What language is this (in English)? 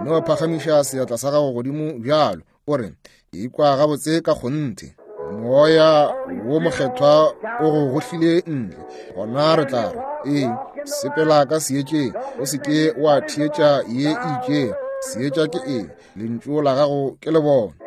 Northern Sotho